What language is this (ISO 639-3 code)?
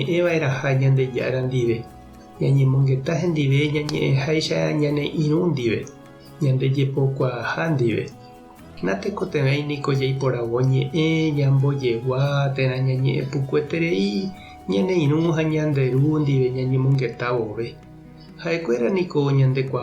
grn